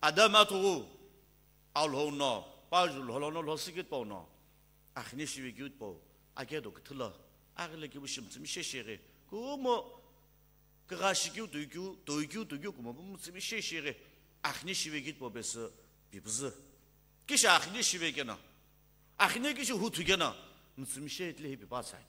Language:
Sumi Naga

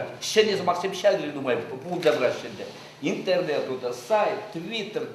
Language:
Chuvash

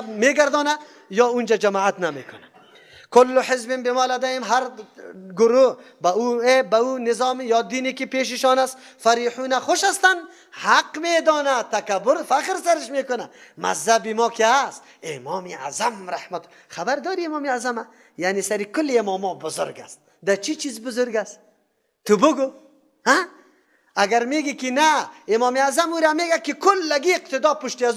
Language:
Persian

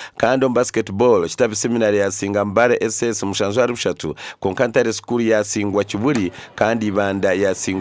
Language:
Nyankole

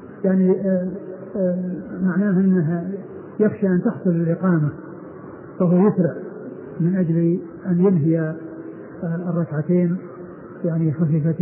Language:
Arabic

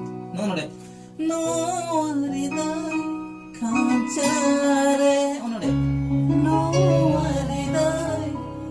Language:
Santali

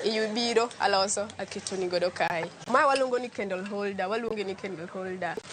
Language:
Luo (Kenya and Tanzania)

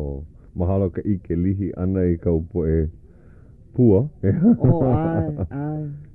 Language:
Hawaiian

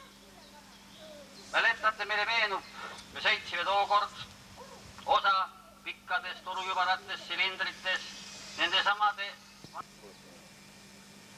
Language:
Estonian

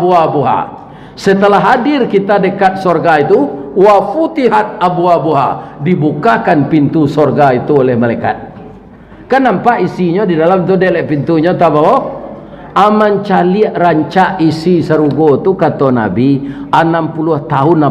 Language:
Minangkabau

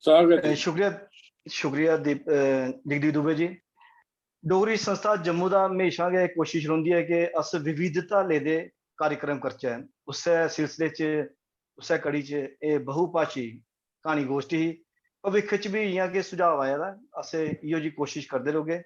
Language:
Dogri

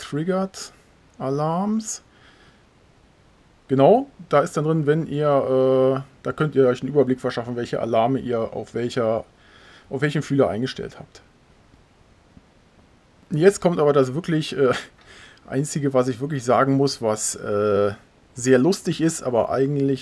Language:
German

